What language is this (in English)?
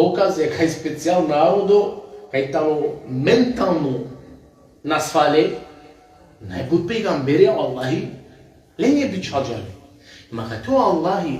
Balkan Romani